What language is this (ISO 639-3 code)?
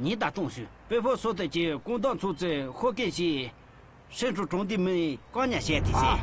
bod